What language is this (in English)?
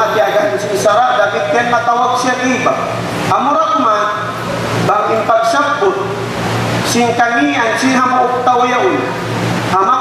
Tausug